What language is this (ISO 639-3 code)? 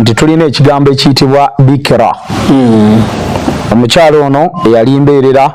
lug